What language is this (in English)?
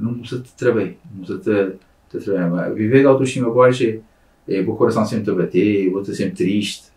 Kabuverdianu